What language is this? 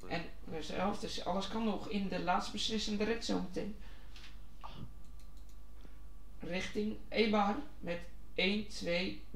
Dutch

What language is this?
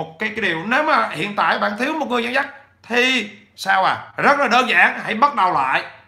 Vietnamese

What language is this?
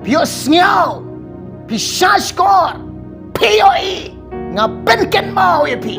Khasi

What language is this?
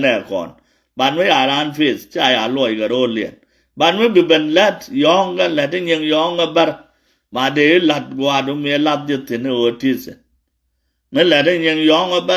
Nuer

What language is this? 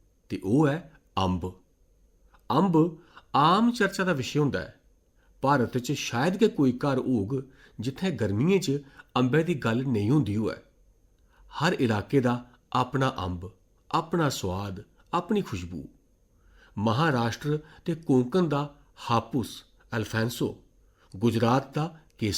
Dogri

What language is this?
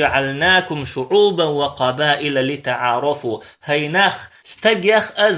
Chechen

